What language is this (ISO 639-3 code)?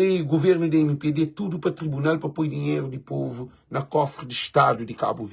kea